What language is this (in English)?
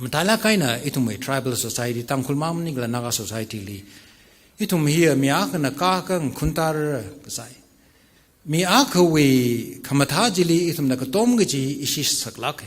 Tangkhul Naga (India)